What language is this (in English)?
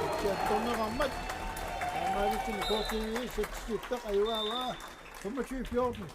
Kalaallisut